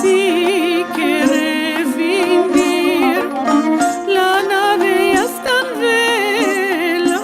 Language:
Ladino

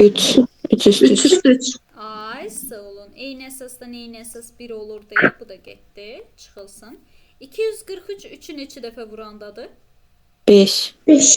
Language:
Azerbaijani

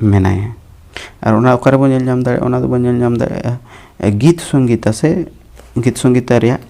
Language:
Santali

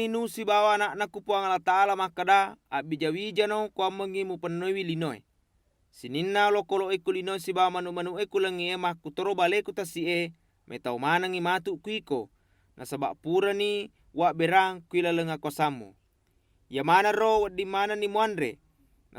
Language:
Buginese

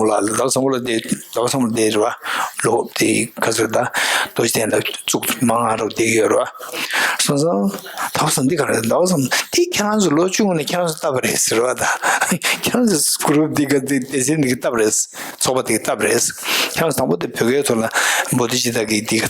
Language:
Tibetan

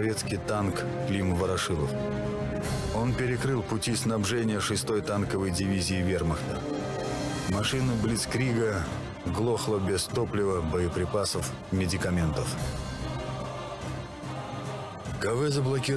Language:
Russian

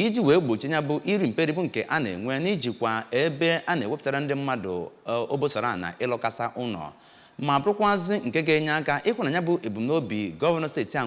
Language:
Igbo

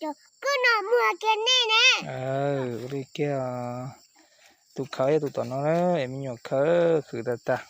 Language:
Hmong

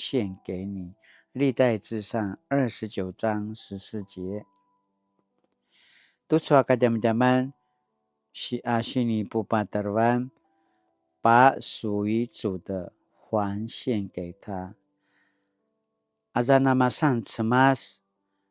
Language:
Paiwan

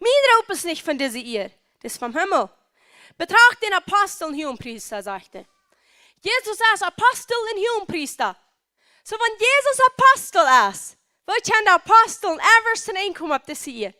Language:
Plautdietsch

